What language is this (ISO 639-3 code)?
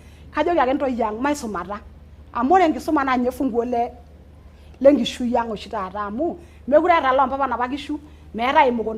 mas